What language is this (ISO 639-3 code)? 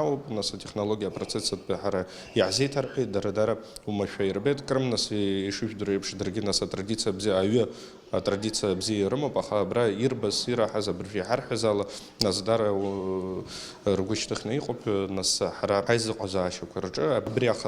abk